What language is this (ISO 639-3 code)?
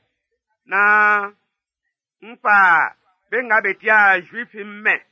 bci